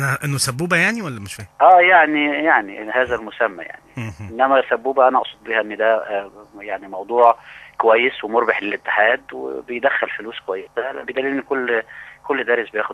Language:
Egyptian Arabic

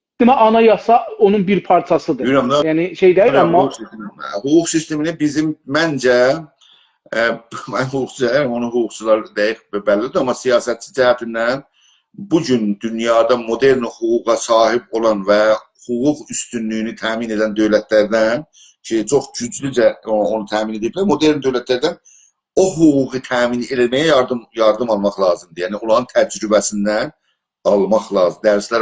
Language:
South Azerbaijani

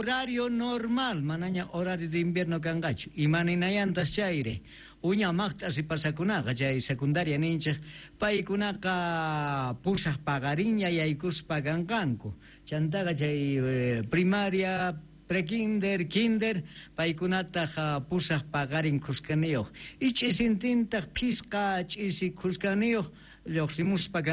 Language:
Quechua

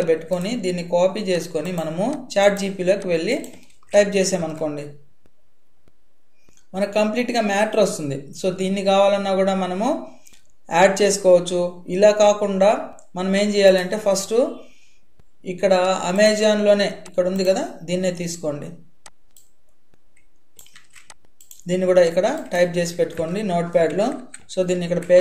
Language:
Telugu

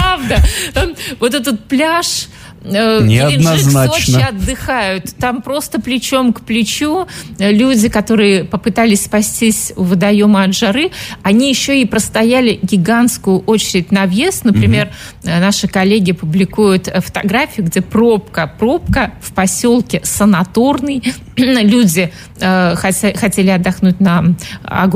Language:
Russian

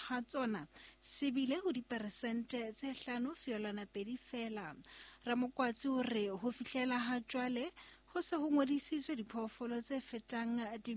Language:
Southern Sotho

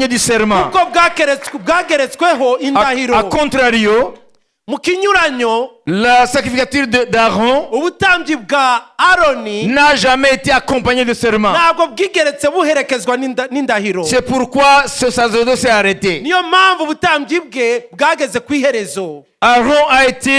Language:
Kinyarwanda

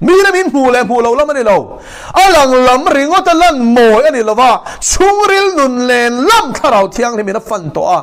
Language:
Mizo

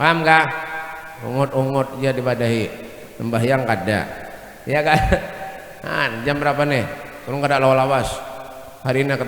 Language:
Banjar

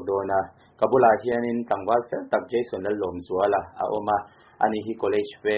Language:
Mizo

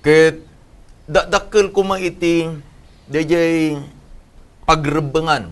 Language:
Iloko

